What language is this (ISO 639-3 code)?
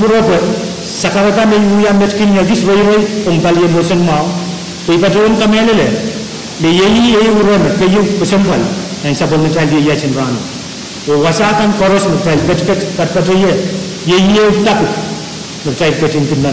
pon